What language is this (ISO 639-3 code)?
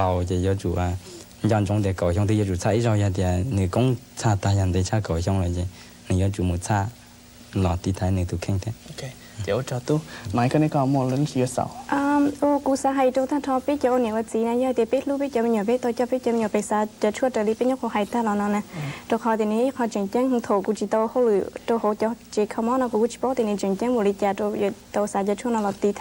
hmn